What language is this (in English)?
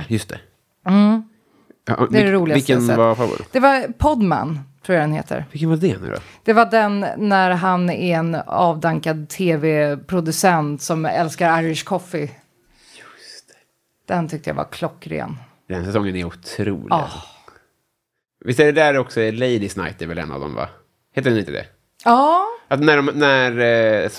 Swedish